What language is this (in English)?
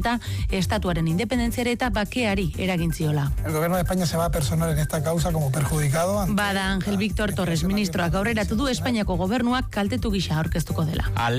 Basque